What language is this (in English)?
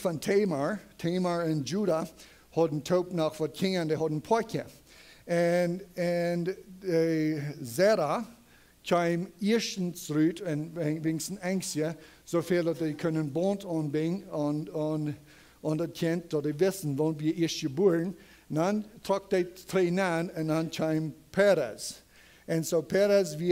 Plautdietsch